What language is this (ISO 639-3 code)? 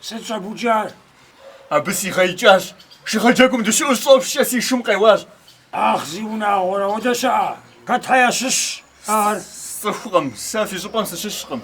kbd